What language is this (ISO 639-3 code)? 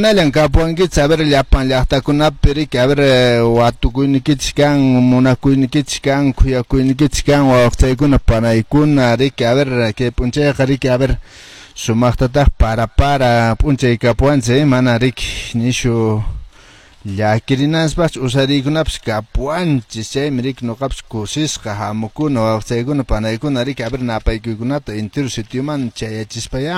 que